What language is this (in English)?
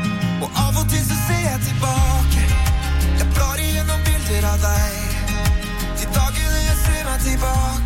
Norwegian